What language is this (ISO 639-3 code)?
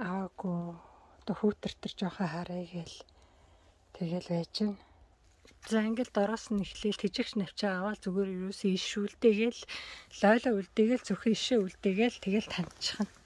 mon